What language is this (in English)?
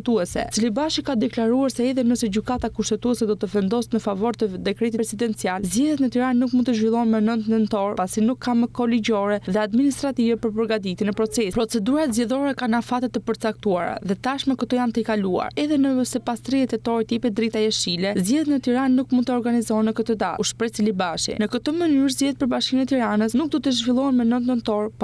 Albanian